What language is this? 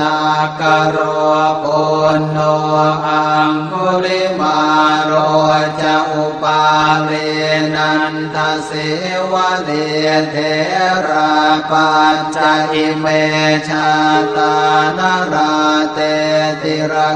Pali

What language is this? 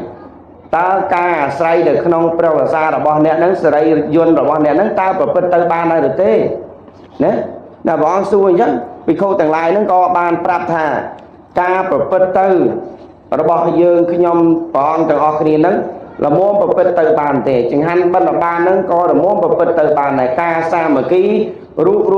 Khmer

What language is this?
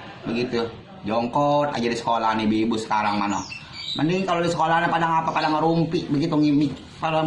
Betawi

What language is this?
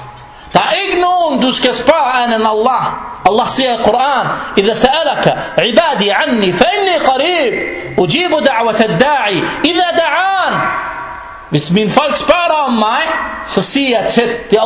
Danish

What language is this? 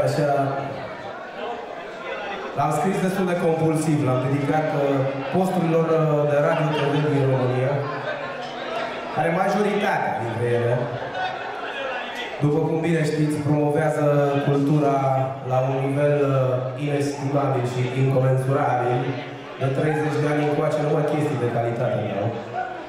Romanian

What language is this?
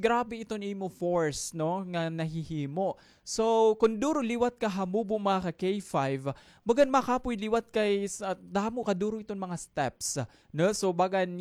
Waray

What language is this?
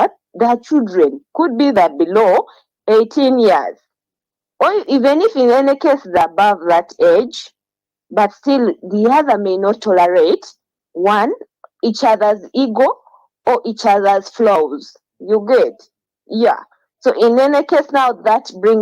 Acoli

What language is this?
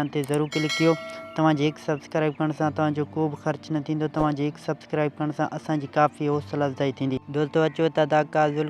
Sindhi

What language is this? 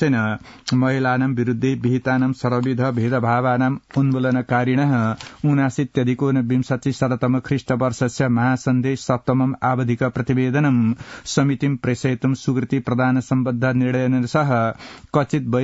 Sanskrit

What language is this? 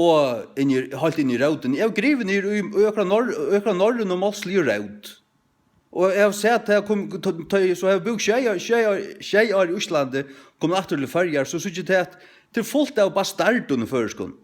Faroese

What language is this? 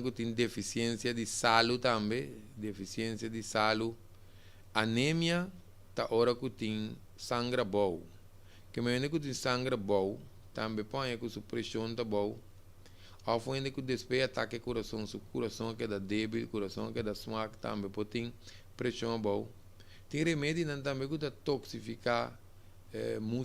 Papiamento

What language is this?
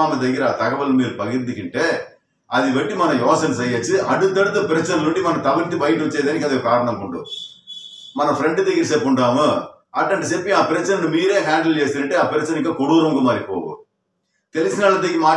Telugu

